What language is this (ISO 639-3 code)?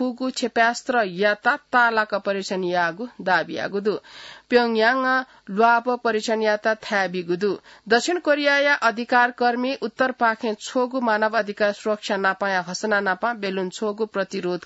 new